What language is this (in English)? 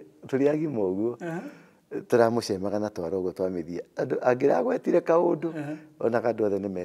Kikuyu